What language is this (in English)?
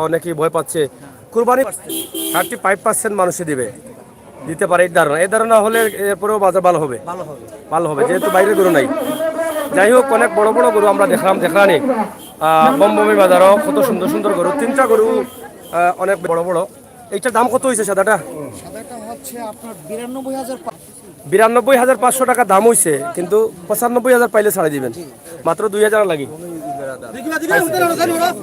Sylheti